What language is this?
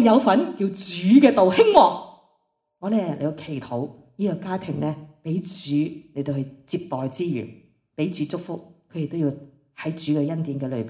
Cantonese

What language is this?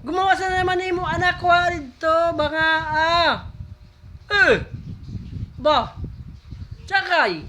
Waray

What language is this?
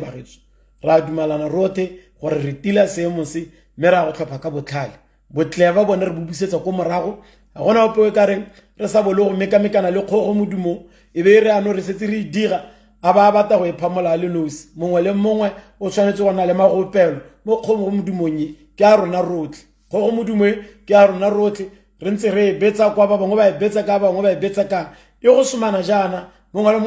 Tswana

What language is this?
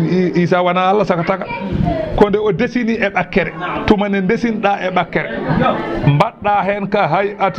Fula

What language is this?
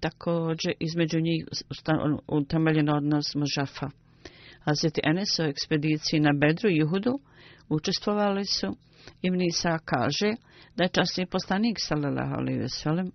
Bosnian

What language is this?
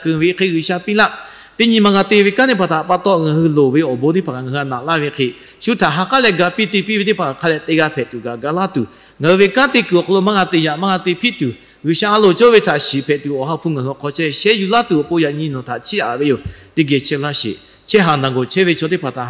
Lahu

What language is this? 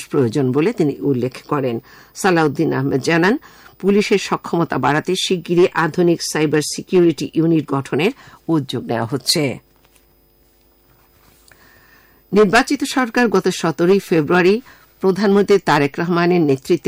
Bangla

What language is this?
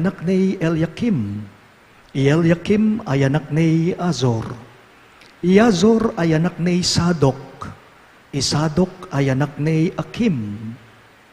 Pampanga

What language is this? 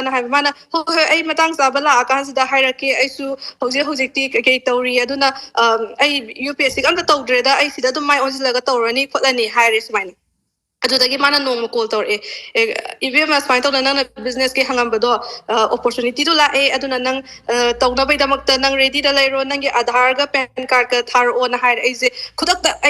Manipuri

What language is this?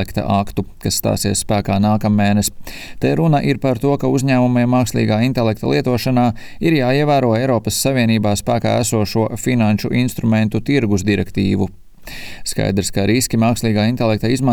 Latvian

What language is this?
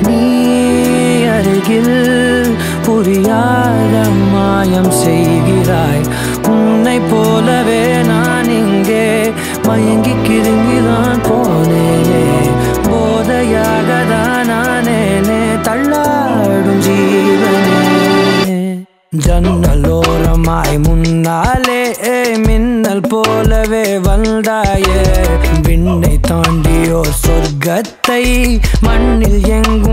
Tamil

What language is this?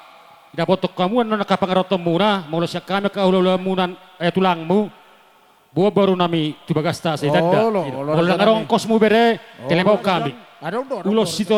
Batak Toba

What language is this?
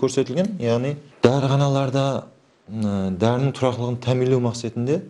Kara-Kalpak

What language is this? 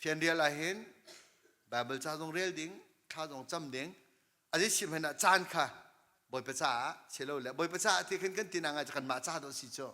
Hakha Chin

